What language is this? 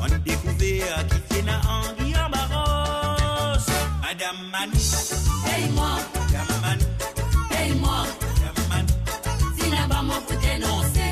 Morisyen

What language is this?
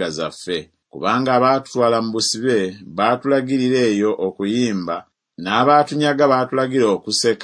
Ganda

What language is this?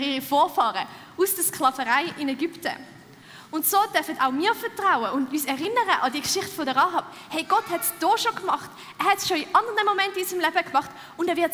Swiss German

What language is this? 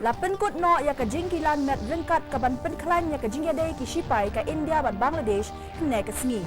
Khasi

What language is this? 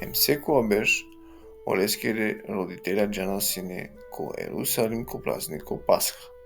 Balkan Romani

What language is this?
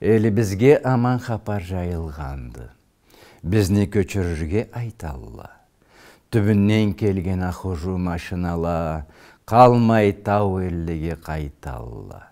Karachay-Balkar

